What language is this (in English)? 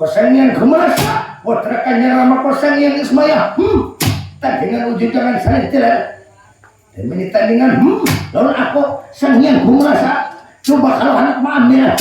Banjar